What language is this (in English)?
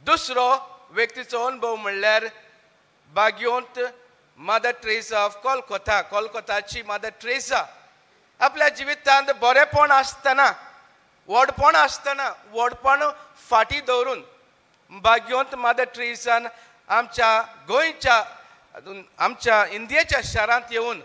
Konkani